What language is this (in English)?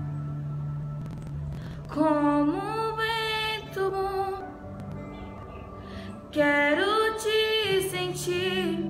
Portuguese